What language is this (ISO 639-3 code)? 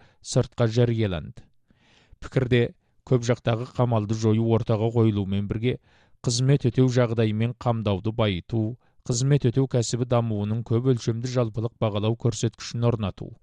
kaz